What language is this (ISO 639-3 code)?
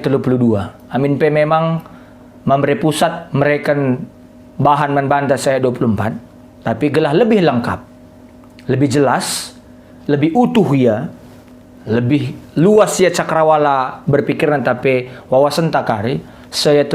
btx